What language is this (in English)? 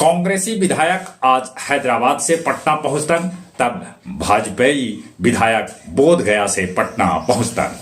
Magahi